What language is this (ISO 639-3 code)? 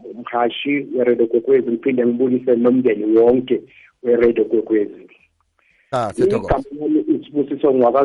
nbl